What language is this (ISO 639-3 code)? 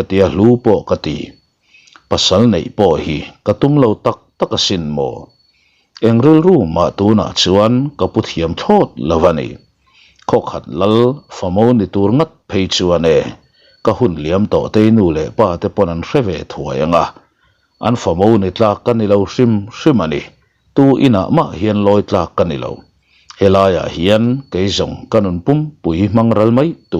lus